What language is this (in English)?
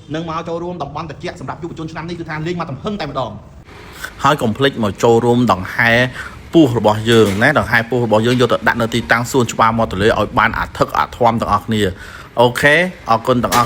Khmer